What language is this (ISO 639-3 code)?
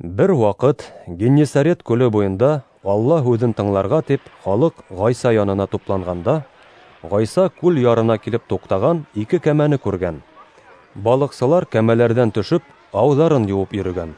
bak